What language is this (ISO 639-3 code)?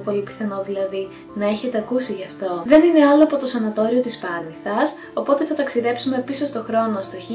ell